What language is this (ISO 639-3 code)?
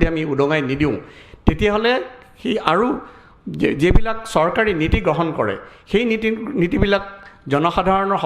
asm